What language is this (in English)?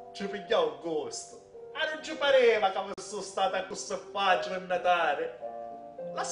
Sicilian